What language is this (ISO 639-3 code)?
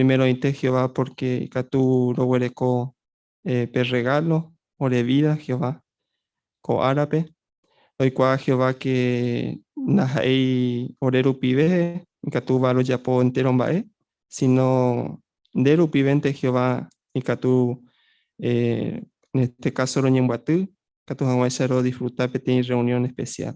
grn